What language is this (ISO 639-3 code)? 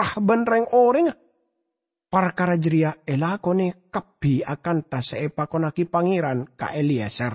mad